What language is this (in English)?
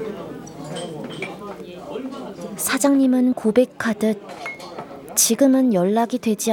Korean